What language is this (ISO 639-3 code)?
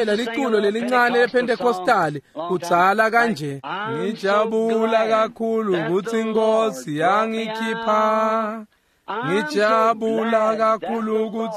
ssw